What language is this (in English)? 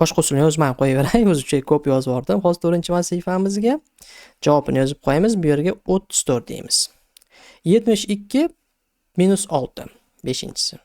Uzbek